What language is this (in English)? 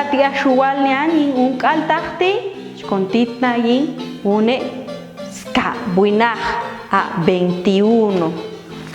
Popti'